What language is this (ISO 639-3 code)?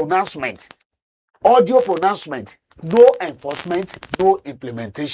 pcm